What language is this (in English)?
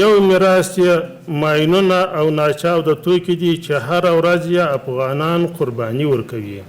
Pashto